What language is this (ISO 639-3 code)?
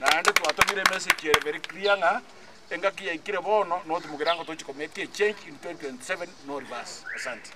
guz